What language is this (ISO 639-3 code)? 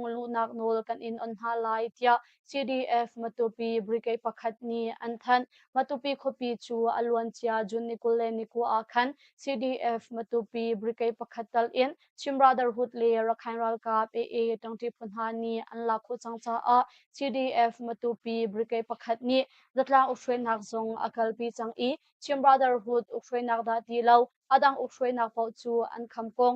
cnh